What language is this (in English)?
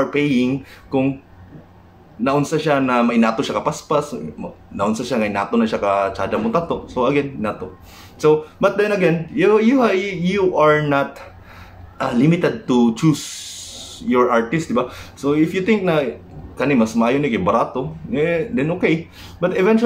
Cebuano